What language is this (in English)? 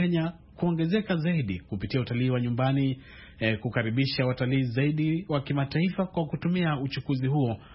Swahili